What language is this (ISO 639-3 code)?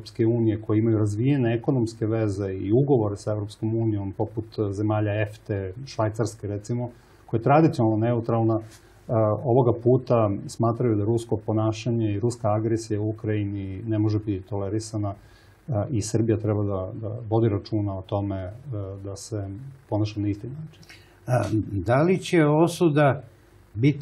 srp